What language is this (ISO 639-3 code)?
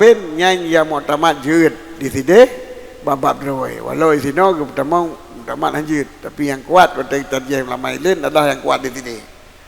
ace